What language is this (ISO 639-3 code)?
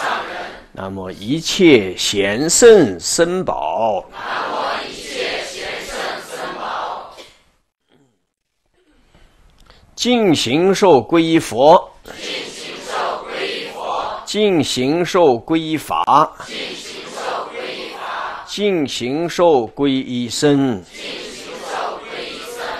zho